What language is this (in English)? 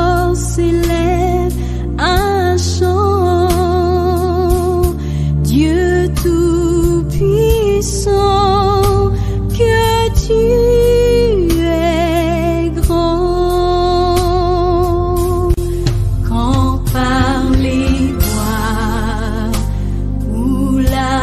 French